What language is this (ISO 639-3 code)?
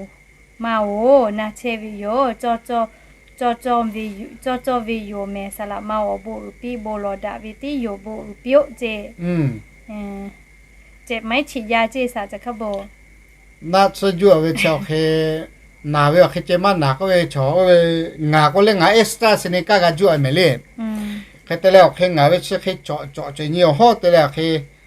lhu